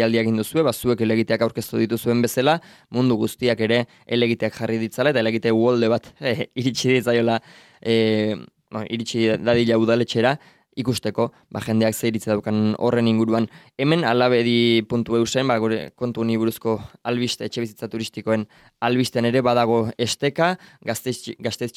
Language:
Basque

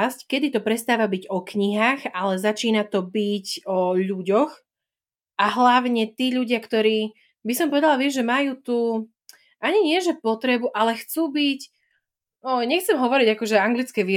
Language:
Slovak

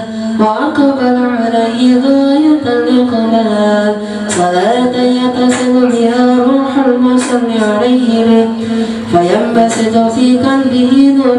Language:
Arabic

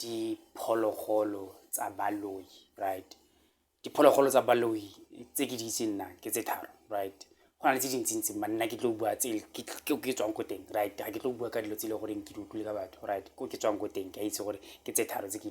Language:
Tswana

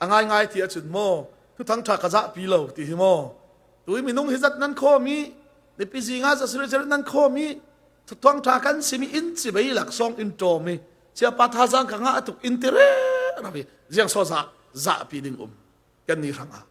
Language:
Falam Chin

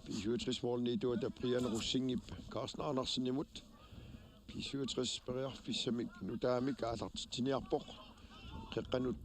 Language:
Kalaallisut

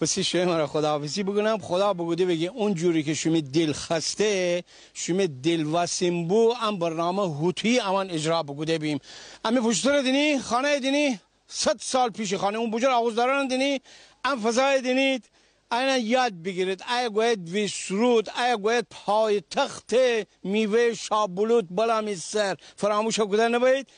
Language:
Gilaki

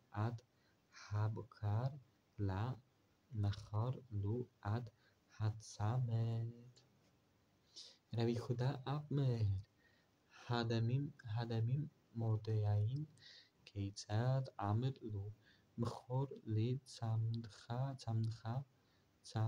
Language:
Hebrew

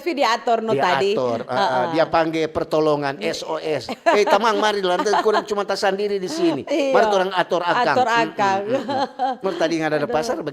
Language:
Manado Malay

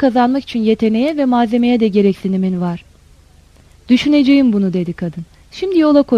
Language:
Turkish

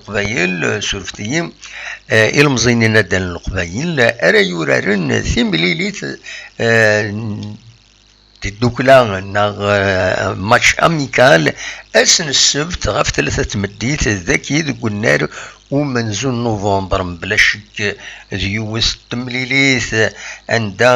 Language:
Kabyle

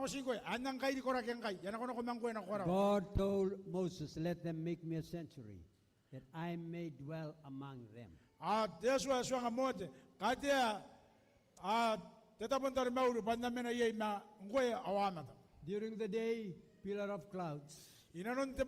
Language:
Gilbertese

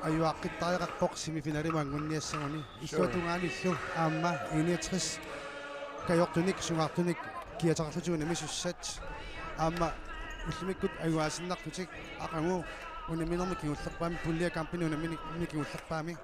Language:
Kalaallisut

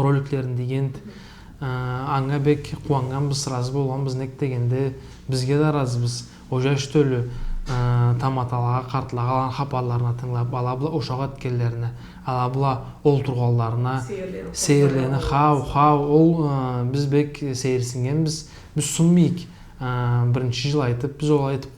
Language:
Karachay-Balkar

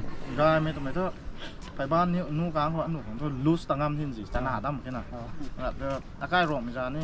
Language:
Rongmei Naga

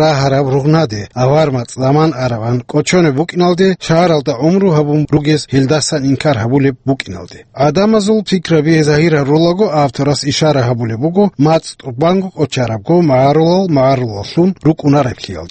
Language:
Avaric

